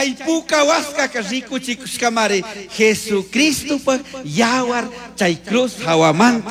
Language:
Chimborazo Highland Quichua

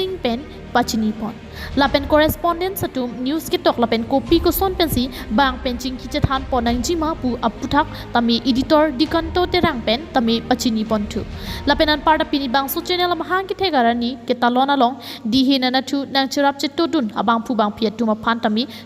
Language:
Karbi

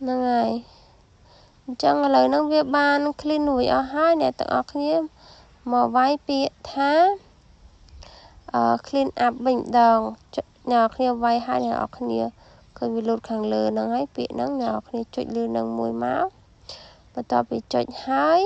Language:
Khmer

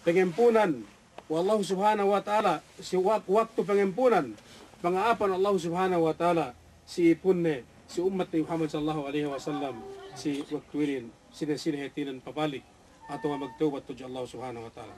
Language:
Yakan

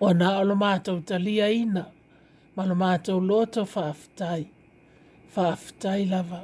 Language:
Samoan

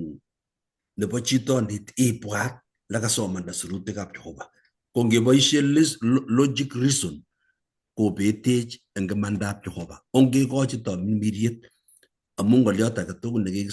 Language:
Kalenjin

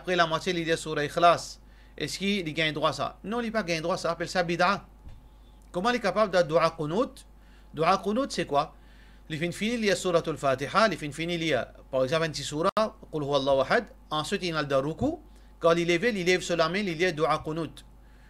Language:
Morisyen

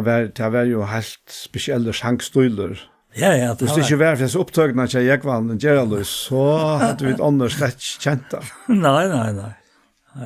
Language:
Faroese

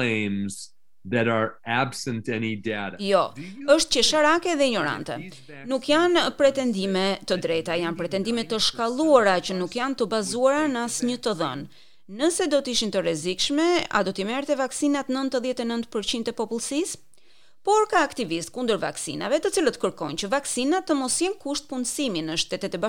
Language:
Albanian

